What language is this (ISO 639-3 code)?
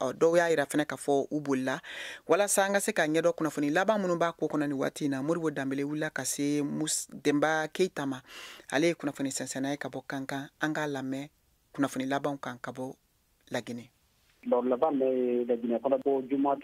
bam